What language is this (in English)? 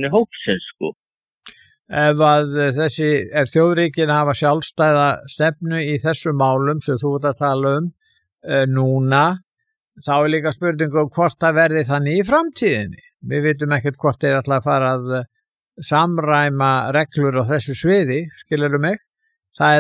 Icelandic